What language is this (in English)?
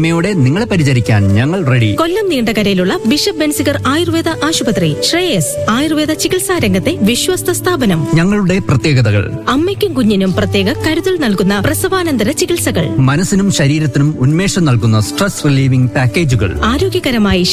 Malayalam